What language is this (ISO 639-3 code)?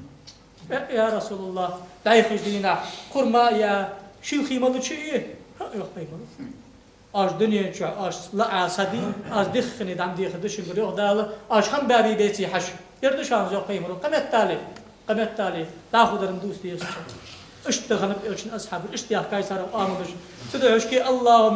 inh